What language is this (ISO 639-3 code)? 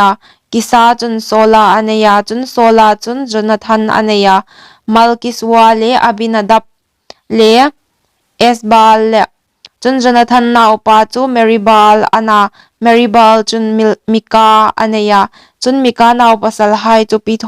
hmr